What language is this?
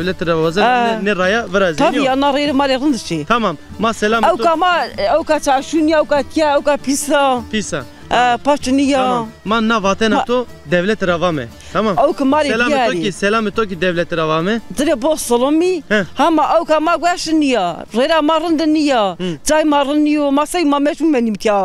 Zaza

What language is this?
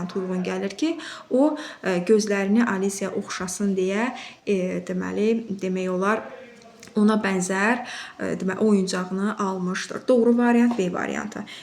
Azerbaijani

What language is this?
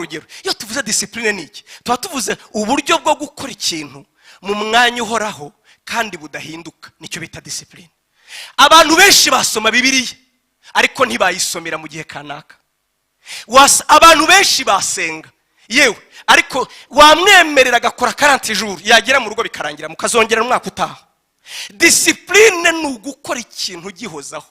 Kinyarwanda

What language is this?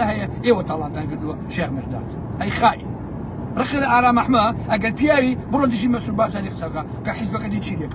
Central Kurdish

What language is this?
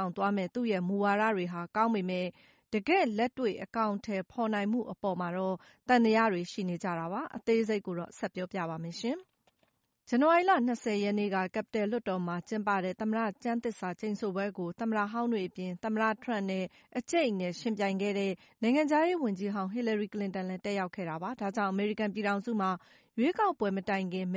Burmese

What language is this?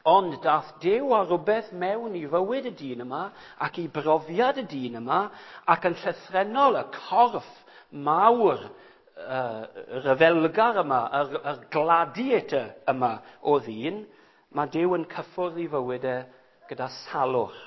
Welsh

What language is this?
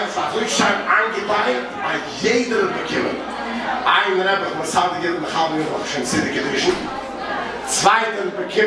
Yiddish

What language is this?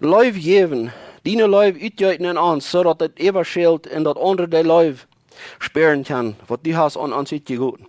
Plautdietsch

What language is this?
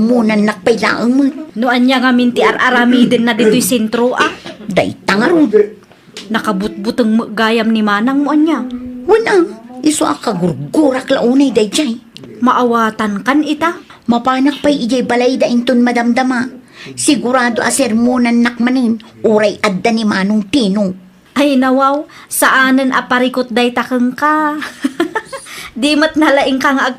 Iloko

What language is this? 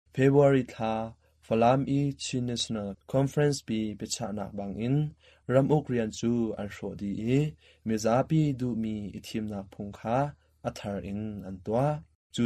Hakha Chin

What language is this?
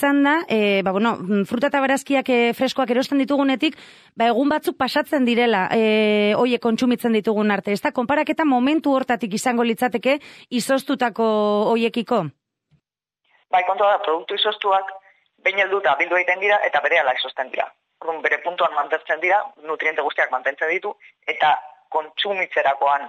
Basque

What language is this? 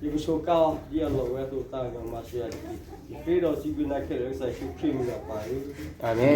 S'gaw Karen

